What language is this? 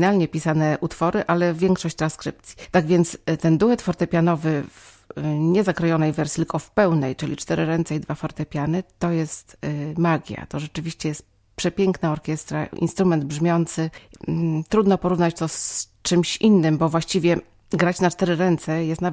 Polish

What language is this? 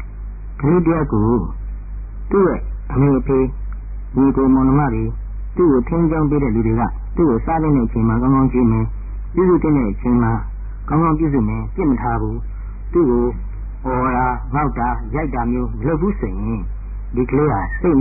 Burmese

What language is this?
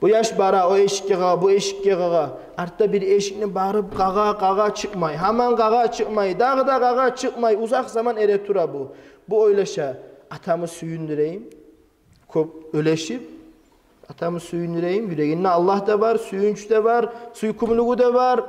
Kumyk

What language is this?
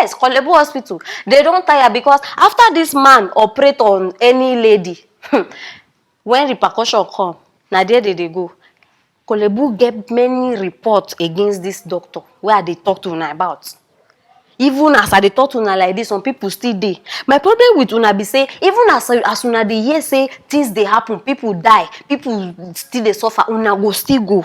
Nigerian Pidgin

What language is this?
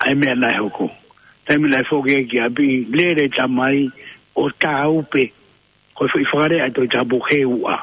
Tongan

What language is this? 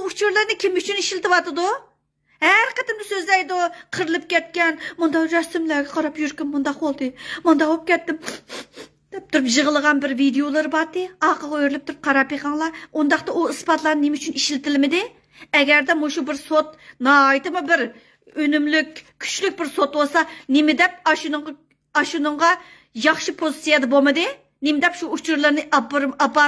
Uyghur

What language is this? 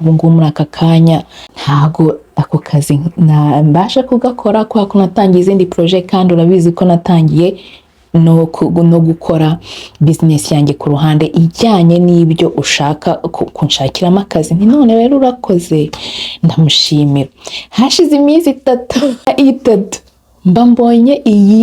Kinyarwanda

